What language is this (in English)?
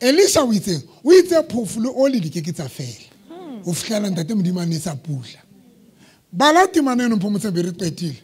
Southern Sotho